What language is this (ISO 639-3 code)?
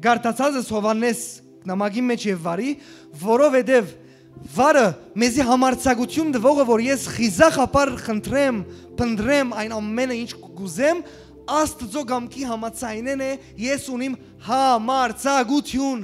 hyw